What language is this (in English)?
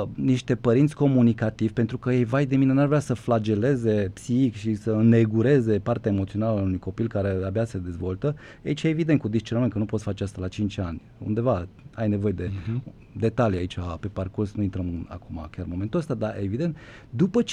Romanian